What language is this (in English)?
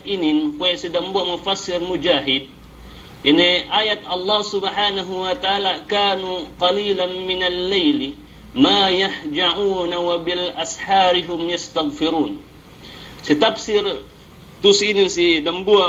Yakan